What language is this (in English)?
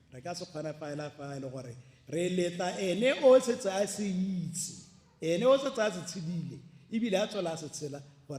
Tswana